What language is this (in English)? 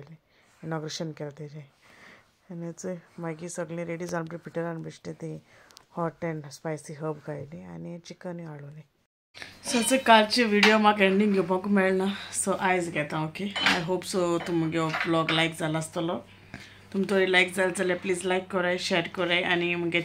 Konkani